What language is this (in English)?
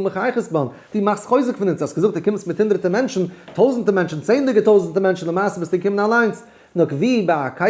Yiddish